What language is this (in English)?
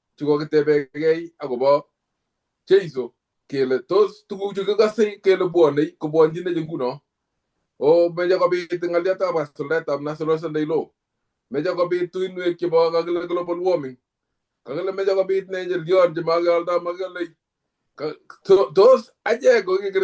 Kalenjin